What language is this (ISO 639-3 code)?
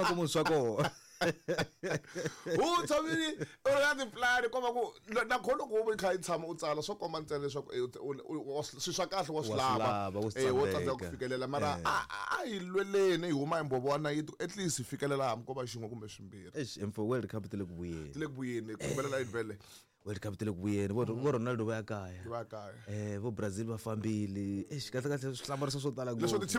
tso